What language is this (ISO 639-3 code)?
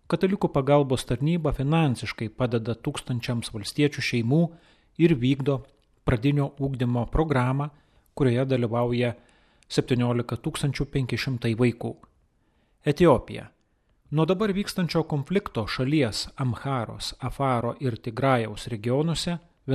lit